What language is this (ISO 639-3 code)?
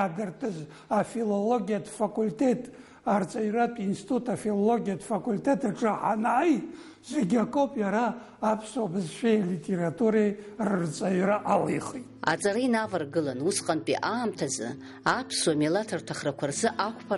abk